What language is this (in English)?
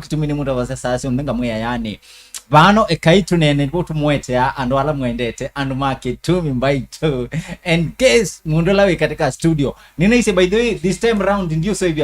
Kamba